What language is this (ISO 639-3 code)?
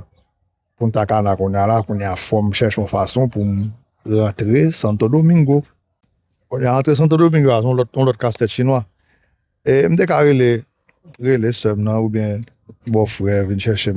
hat